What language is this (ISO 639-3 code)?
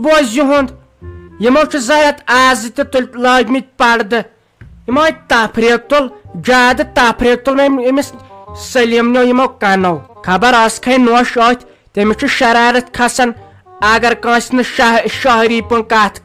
kas